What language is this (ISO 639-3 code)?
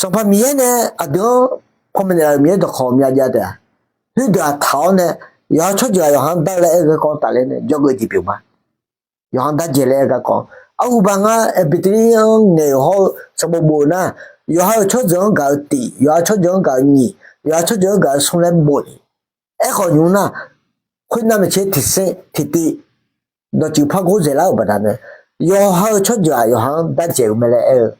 ahk